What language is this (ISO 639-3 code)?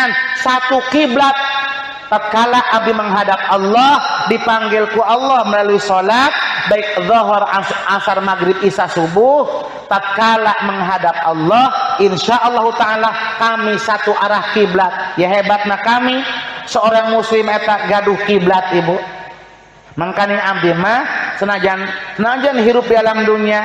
sun